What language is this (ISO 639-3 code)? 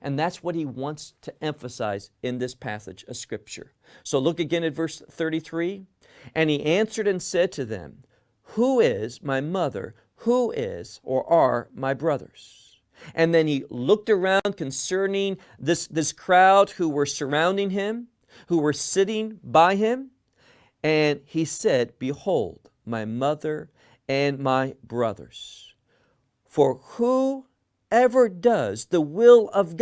eng